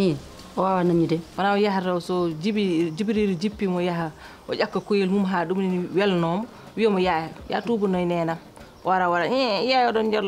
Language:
Fula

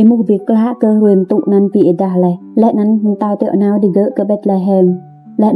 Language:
Rade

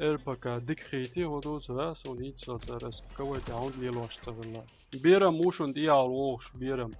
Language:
Chechen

